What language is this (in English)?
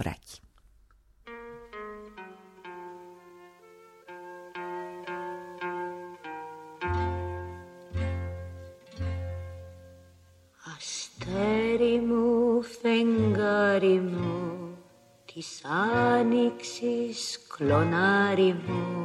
Greek